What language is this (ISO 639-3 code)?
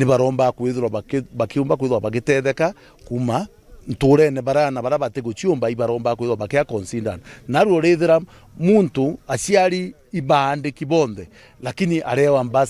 mer